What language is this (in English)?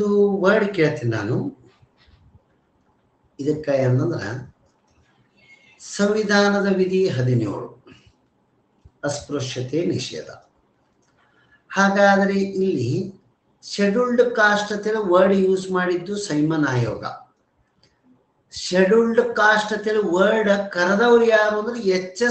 Kannada